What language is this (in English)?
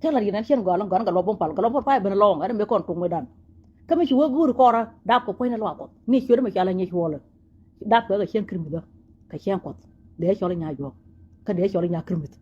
Nuer